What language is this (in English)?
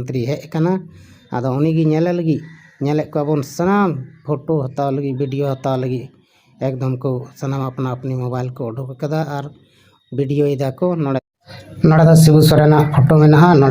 Santali